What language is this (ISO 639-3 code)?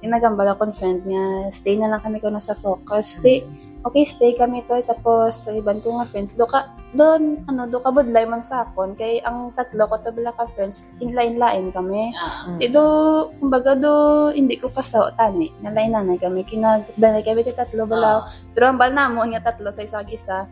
hil